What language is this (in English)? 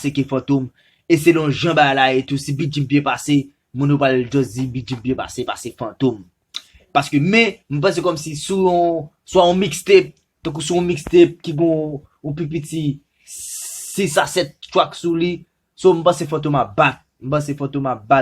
Haitian Creole